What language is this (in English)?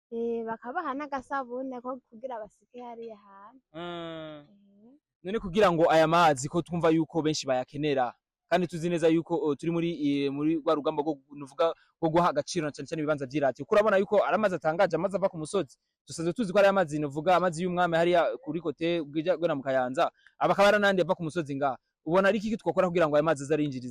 Rundi